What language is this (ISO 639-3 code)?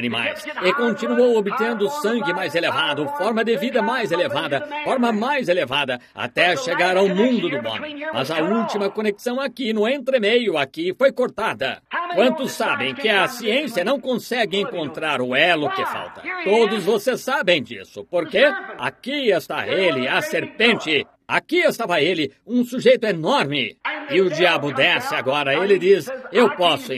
por